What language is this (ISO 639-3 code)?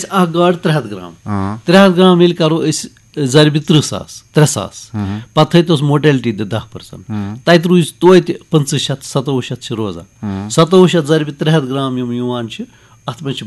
kas